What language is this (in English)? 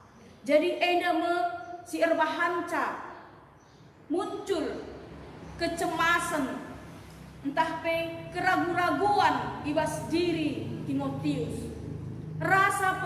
Batak Karo